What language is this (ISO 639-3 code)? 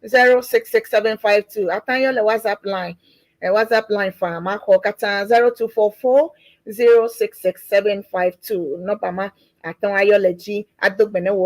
ewe